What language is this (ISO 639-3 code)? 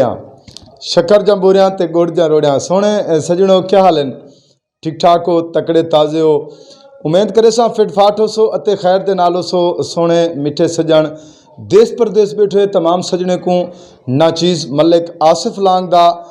skr